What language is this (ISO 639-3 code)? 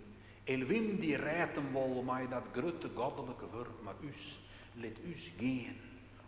fry